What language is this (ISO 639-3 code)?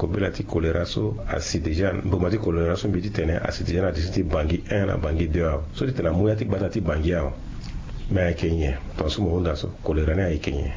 sag